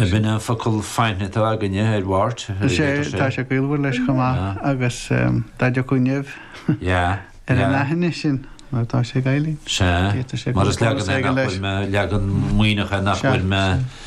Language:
Irish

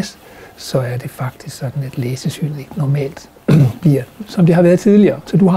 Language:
Danish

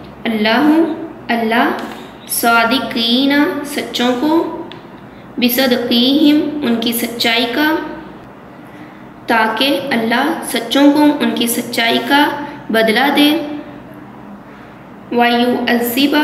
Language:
Urdu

